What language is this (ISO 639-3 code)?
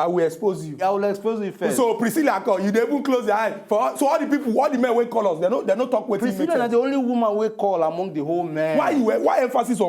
pcm